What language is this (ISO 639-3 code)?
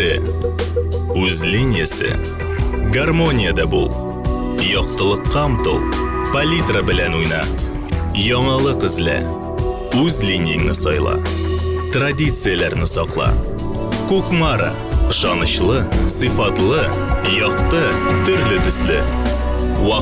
tat